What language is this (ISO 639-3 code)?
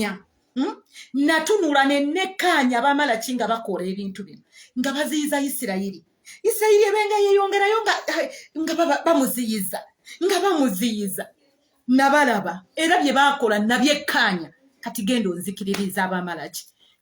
lug